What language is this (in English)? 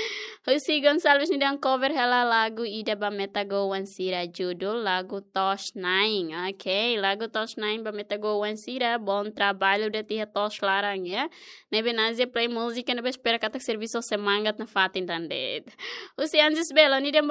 Tetum